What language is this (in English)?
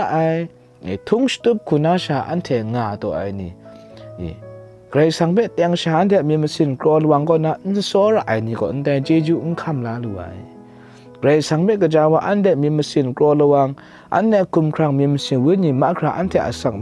Kachin